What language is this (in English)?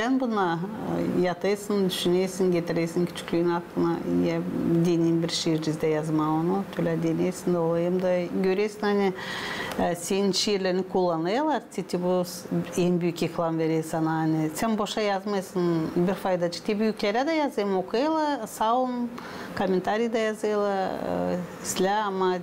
Gagauz